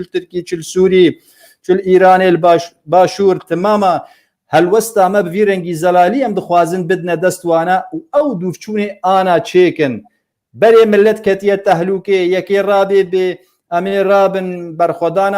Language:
Kurdish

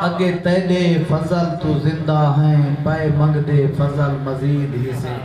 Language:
Saraiki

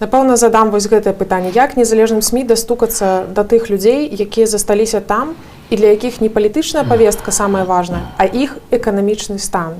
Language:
Belarusian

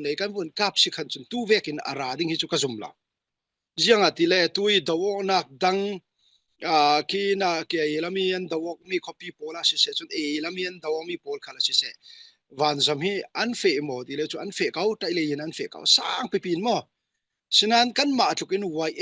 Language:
Falam Chin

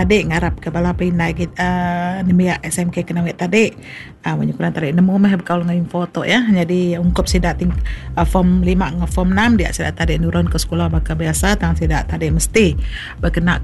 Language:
Iban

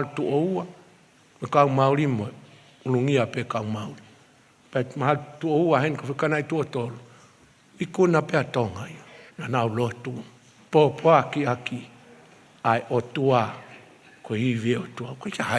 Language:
Tongan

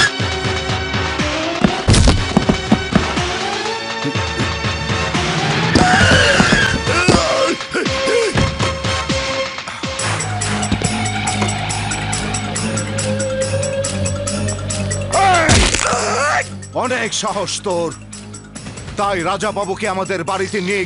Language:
Bangla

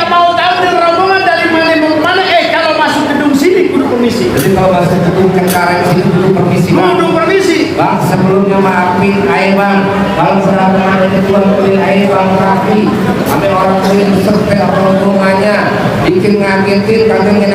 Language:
Betawi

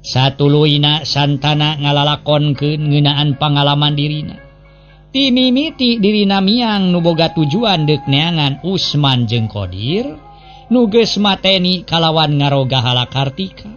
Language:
Sundanese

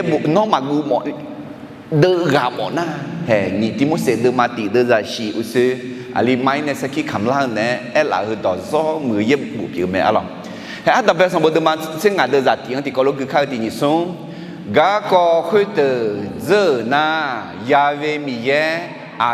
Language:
Akha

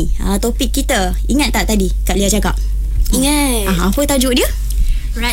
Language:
Malay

